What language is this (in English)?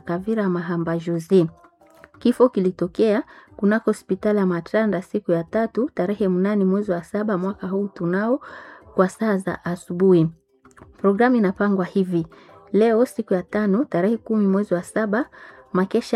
Swahili